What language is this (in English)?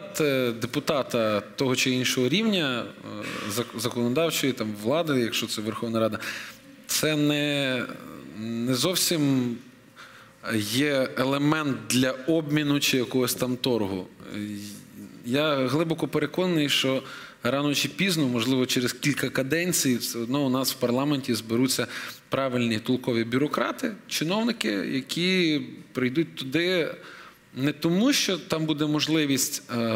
Ukrainian